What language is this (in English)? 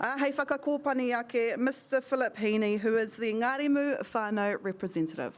Māori